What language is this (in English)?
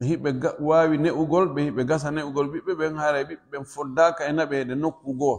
Pular